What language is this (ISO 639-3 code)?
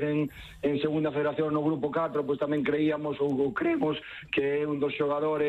glg